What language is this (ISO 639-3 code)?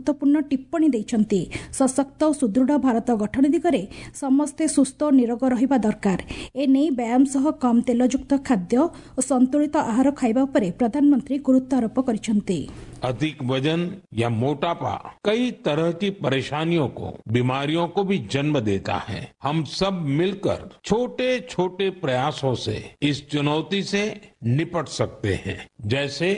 ori